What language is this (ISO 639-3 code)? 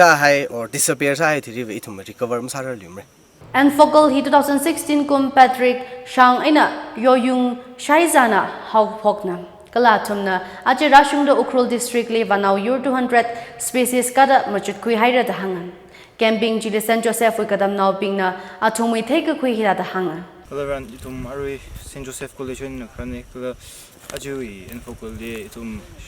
nmf